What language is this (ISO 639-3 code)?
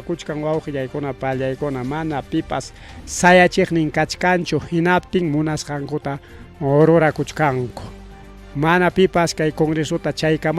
quy